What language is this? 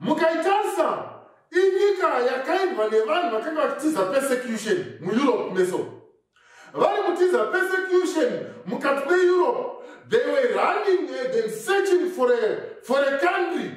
Shona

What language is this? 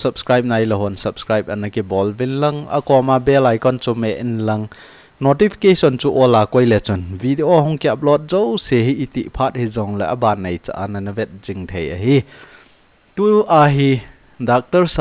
Thado Chin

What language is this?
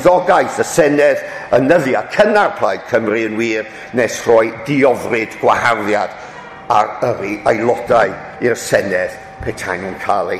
Welsh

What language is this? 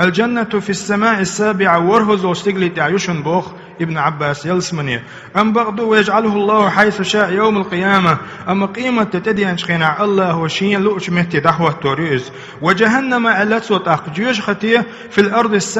Chechen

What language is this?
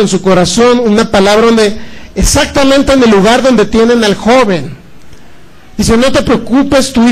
Spanish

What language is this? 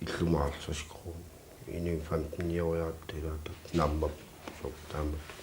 Kalaallisut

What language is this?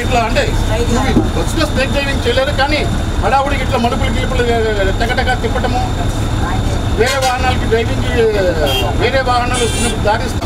Telugu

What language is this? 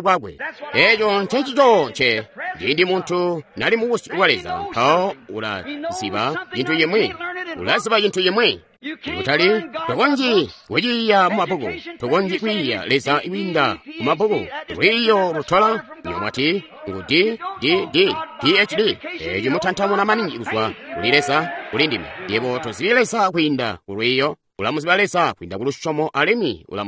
Tonga (Zambia)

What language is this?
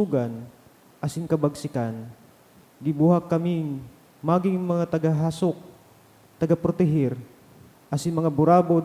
Bikol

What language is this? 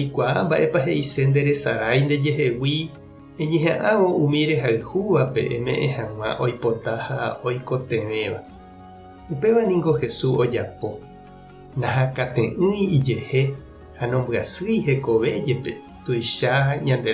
Guarani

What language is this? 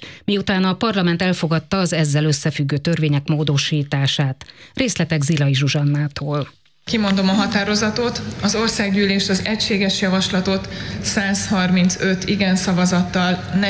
Hungarian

